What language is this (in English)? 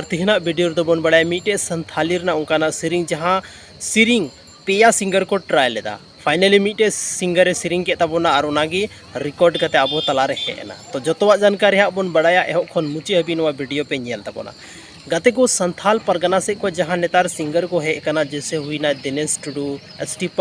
Santali